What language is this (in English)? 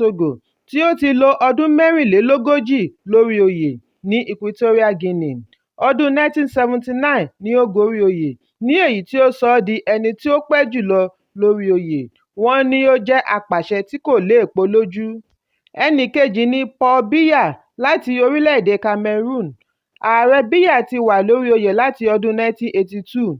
Yoruba